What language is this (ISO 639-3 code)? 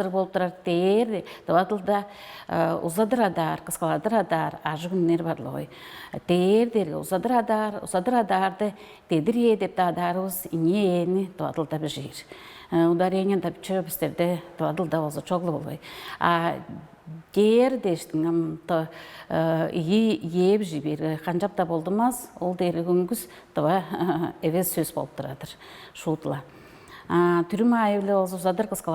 tyv